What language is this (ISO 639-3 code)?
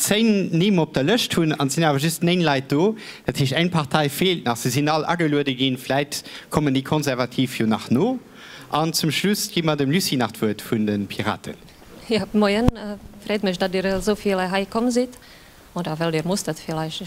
ltz